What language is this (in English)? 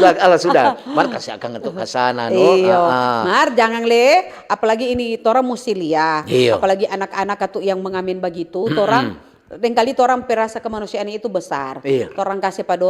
Manado Malay